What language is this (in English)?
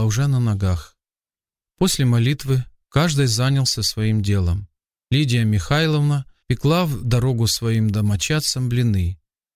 Russian